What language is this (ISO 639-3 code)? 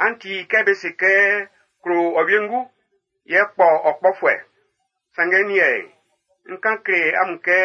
bci